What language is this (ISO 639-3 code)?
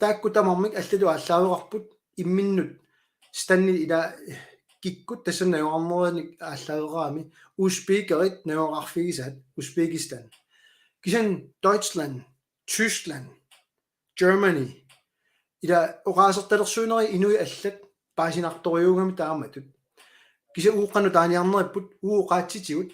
kal